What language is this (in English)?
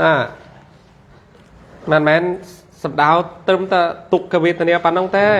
Khmer